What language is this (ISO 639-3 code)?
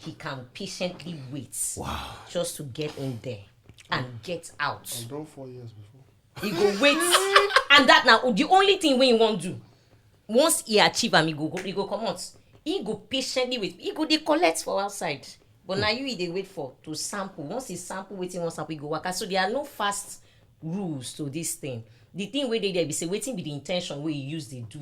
pcm